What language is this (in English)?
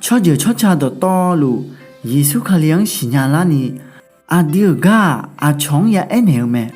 Akha